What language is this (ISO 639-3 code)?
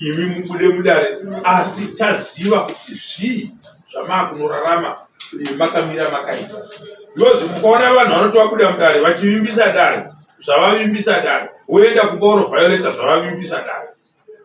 sna